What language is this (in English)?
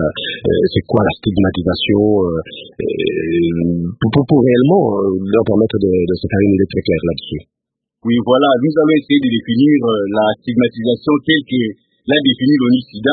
French